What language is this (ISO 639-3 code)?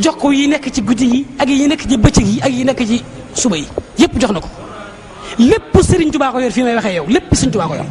wol